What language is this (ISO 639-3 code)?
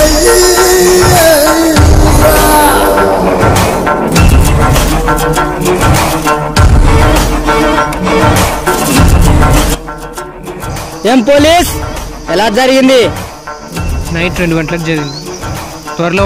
tel